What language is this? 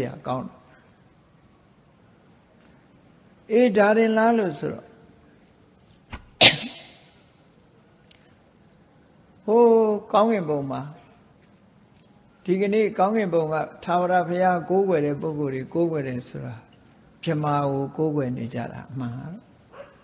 Burmese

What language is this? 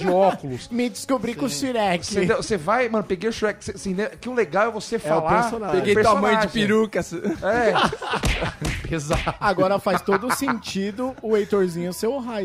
Portuguese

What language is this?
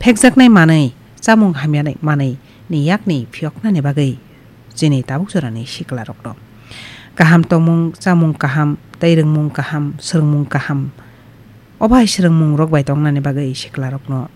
Kok Borok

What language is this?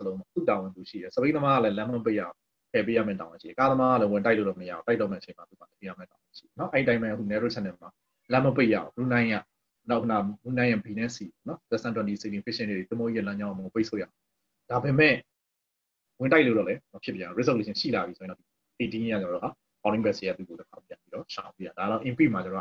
Burmese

